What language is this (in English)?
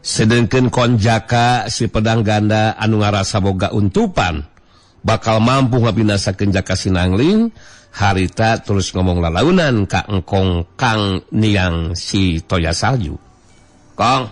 Sundanese